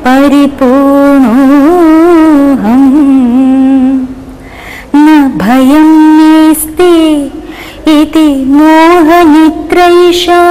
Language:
Sanskrit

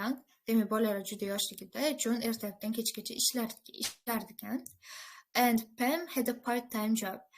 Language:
Uzbek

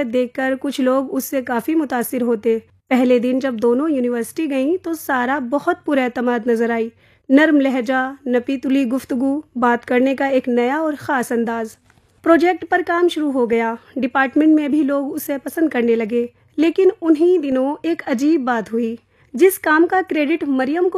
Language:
Urdu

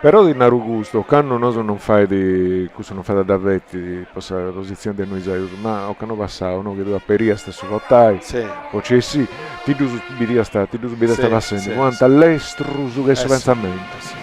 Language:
Sardinian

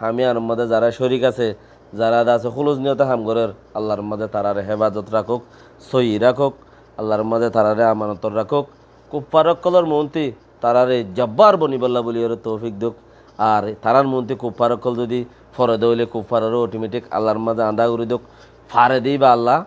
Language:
Rohingya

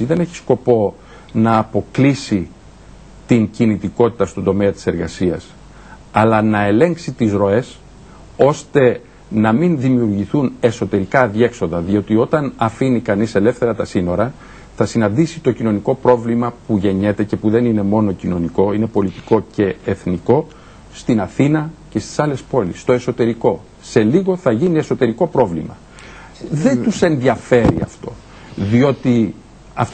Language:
Greek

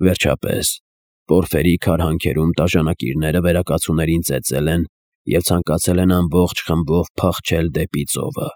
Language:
Armenian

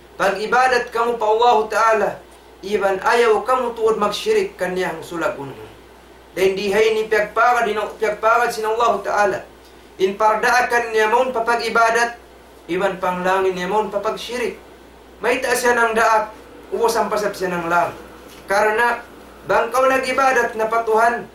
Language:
Tausug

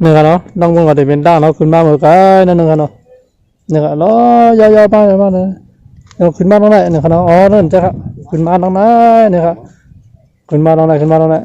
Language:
Shan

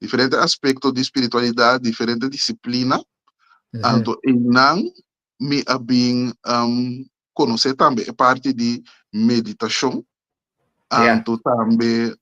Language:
Papiamento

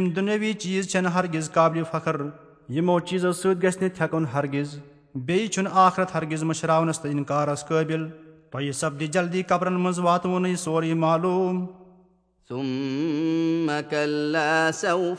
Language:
Kashmiri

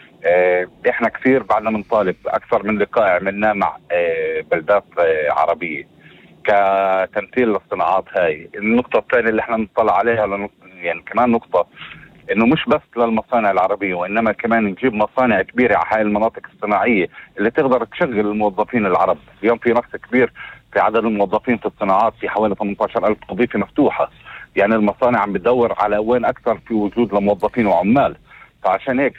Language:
North Levantine Arabic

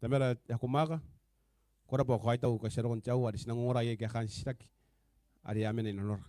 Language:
Gilbertese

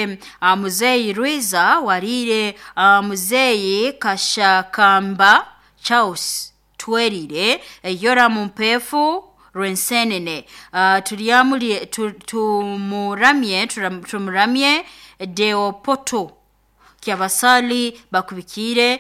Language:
Nyoro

